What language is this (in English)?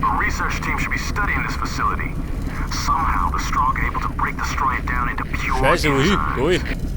Bavarian